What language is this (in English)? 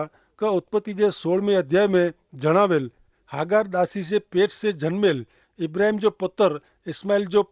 Kachhi